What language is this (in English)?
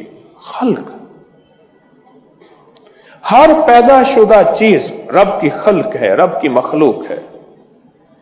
Urdu